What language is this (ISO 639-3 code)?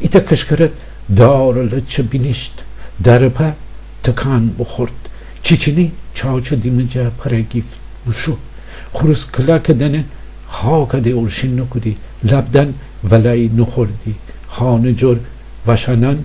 glk